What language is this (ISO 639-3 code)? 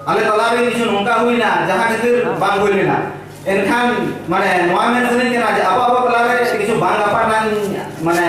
sat